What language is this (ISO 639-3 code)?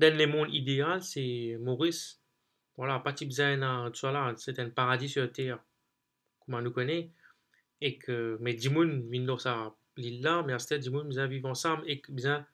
mfe